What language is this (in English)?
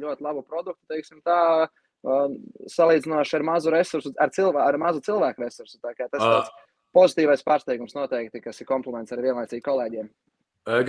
Latvian